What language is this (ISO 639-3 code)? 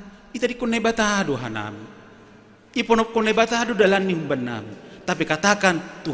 bts